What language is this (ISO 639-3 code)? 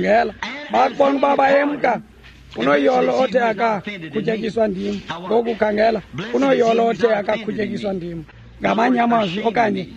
xho